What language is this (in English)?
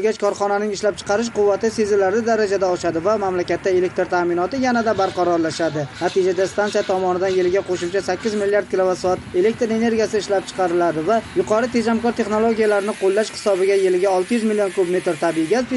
Uzbek